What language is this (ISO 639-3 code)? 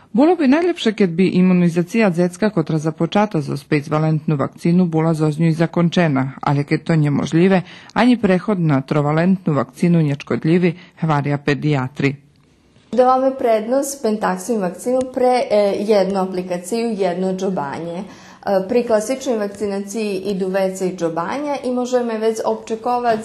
rue